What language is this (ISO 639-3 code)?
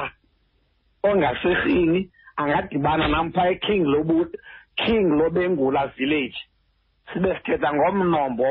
xho